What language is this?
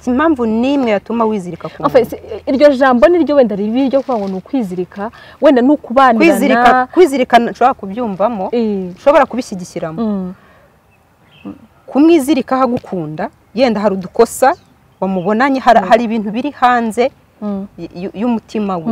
Kinyarwanda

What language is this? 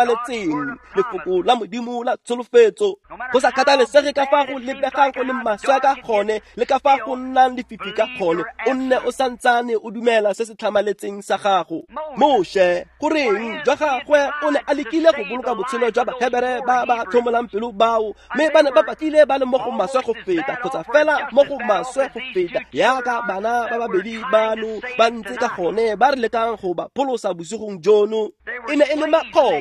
Tswana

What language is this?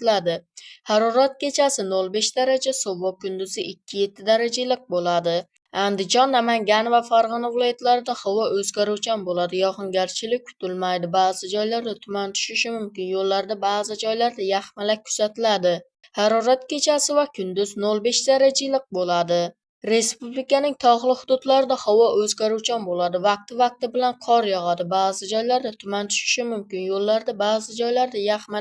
Uzbek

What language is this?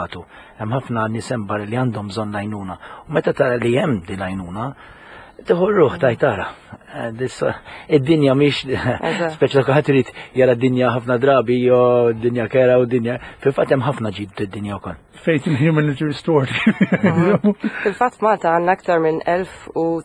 Maltese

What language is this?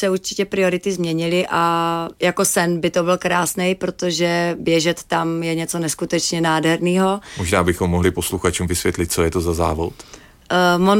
Czech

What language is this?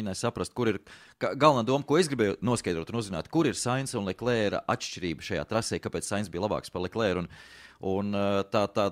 Latvian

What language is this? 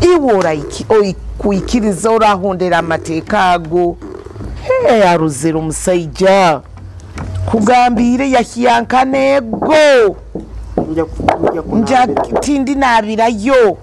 Nyoro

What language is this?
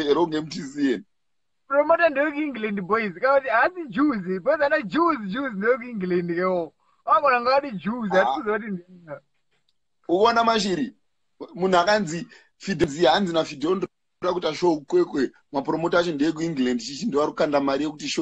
Shona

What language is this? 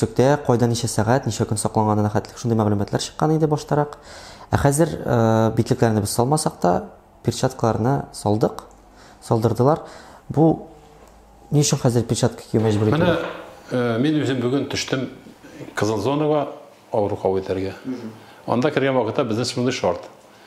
Tatar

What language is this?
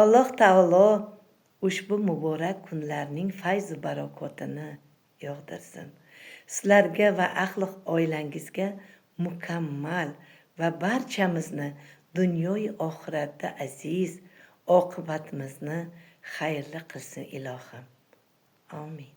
Uzbek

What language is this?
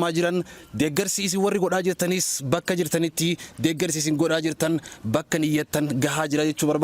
Oromo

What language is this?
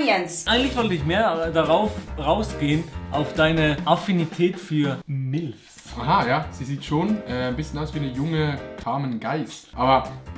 Swiss German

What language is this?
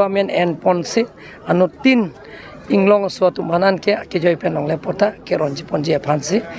Karbi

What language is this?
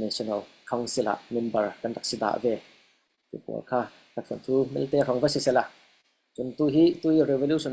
Falam Chin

